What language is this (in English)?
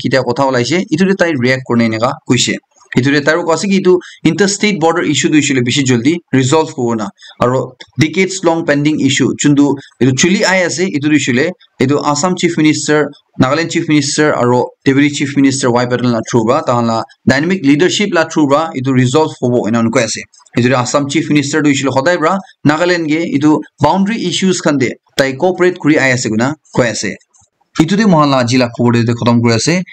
Naga Pidgin